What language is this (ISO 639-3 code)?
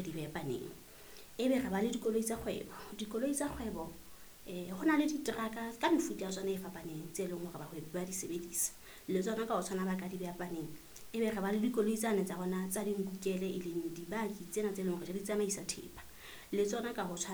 sot